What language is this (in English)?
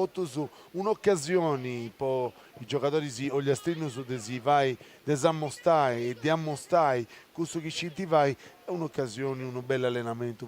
Sardinian